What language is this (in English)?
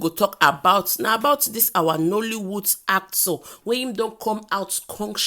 Nigerian Pidgin